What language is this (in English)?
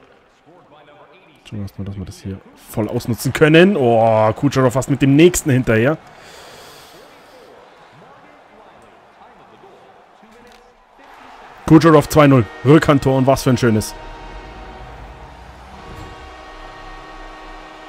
German